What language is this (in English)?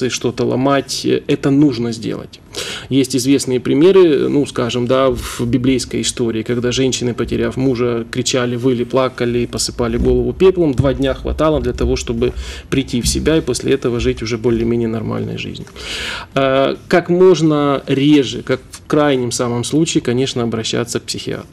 Russian